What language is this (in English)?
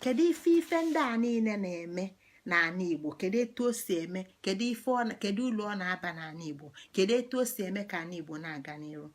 Igbo